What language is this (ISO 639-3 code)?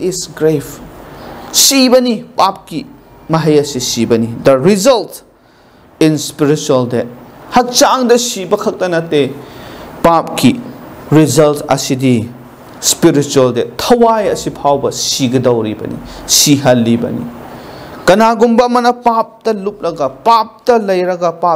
mni